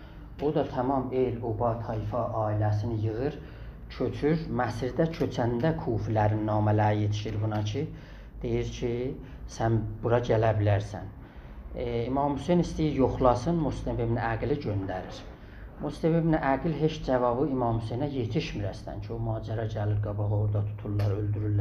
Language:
South Azerbaijani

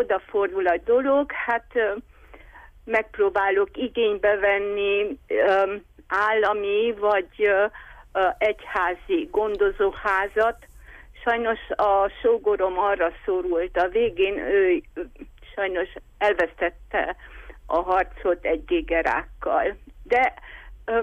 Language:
Hungarian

